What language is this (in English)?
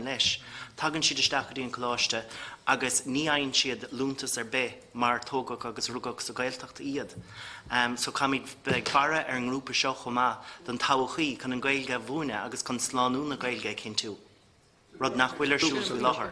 Irish